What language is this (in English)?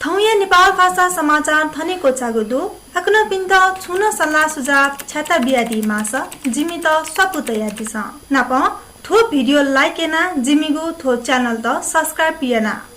Newari